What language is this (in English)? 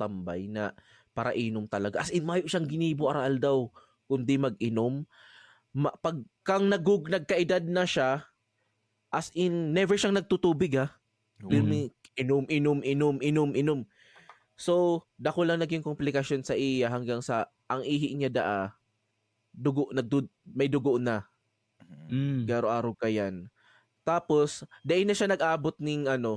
Bikol